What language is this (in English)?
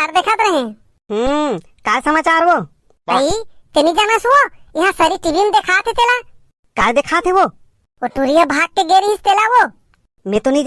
Chhattisgarhi